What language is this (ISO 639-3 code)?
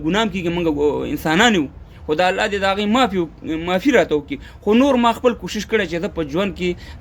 pus